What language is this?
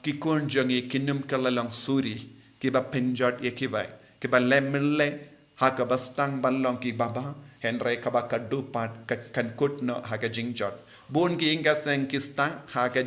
Khasi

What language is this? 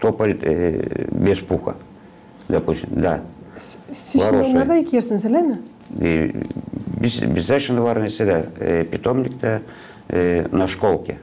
Gagauz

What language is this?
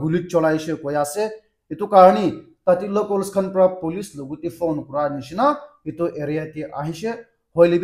Naga Pidgin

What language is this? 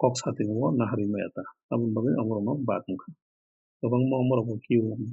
Kok Borok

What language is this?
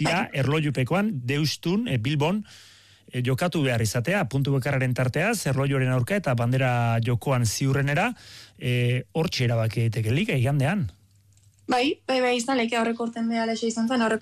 Basque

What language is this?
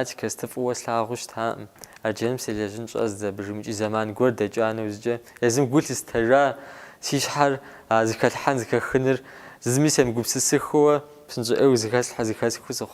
Kabardian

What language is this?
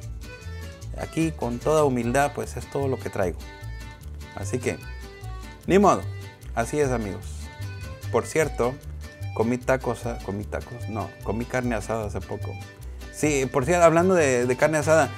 Spanish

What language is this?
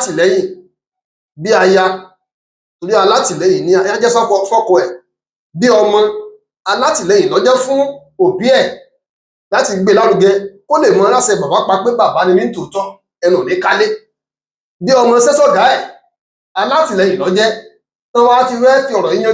Yoruba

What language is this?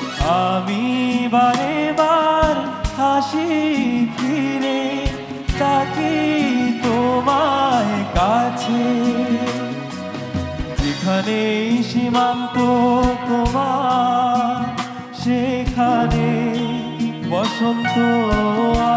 Bangla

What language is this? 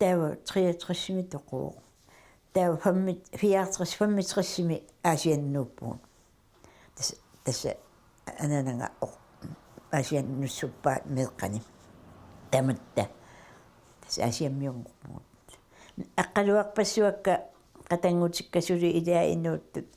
Kalaallisut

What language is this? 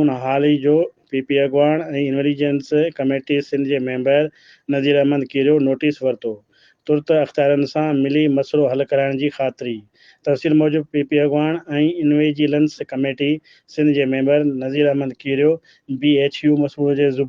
Sindhi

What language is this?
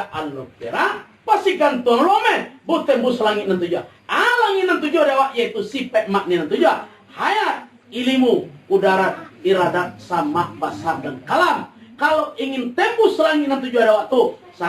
Minangkabau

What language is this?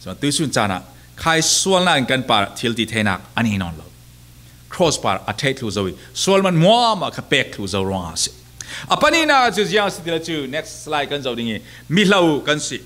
Falam Chin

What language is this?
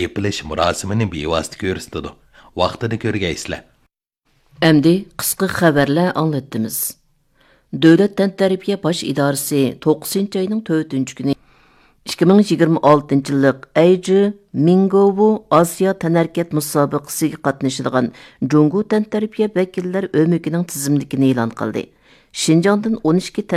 Uyghur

